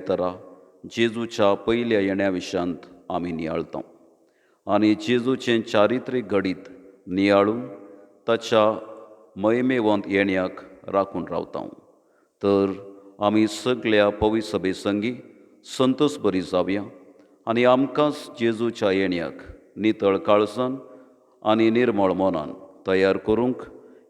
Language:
Konkani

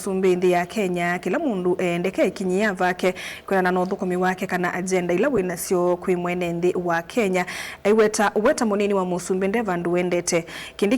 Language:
Kamba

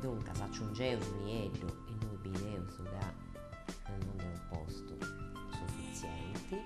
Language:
Sardinian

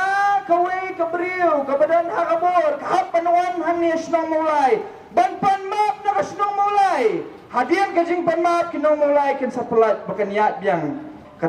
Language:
Khasi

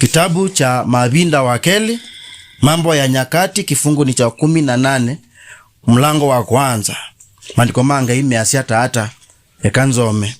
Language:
Kamba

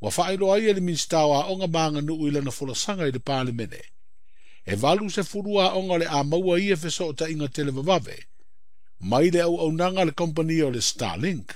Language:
Samoan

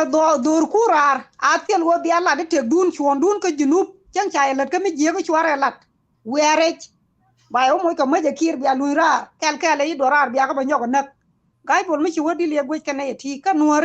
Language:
Nuer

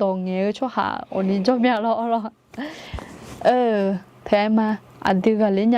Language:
Akha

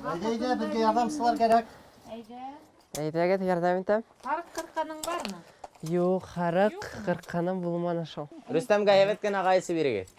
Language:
Bashkir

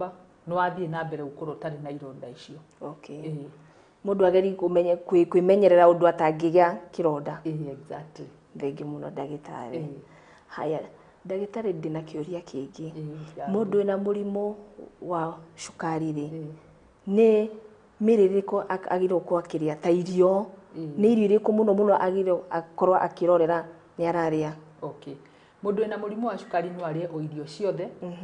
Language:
Kikuyu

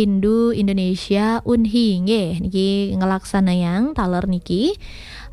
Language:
Balinese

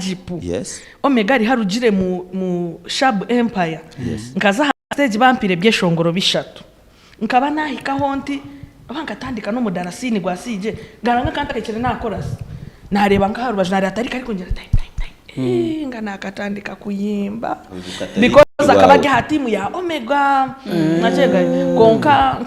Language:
Nyankole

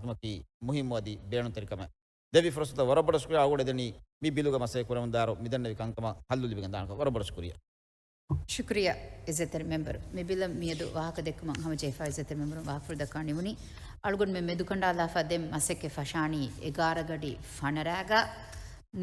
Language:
Divehi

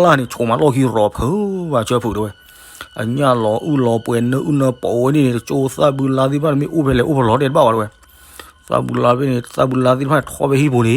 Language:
S'gaw Karen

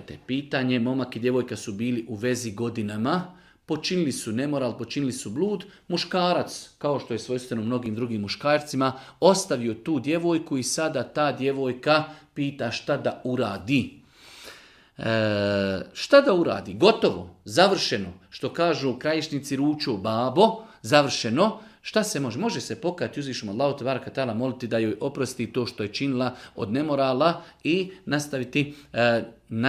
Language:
Bosnian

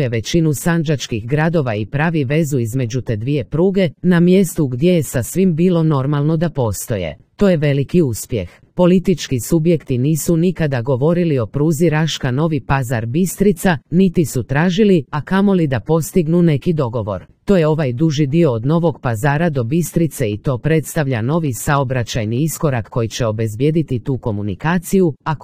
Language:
Croatian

